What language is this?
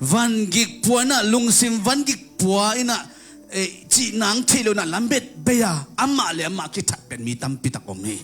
Tedim Chin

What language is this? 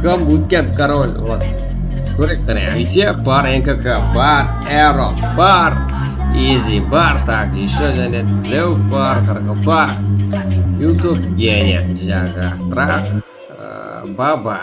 Kara-Kalpak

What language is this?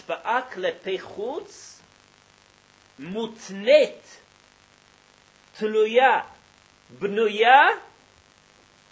Hebrew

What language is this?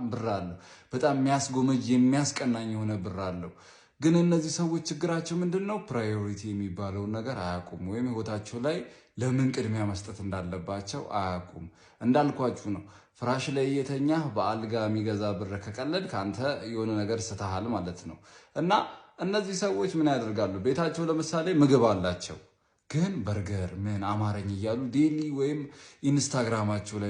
Amharic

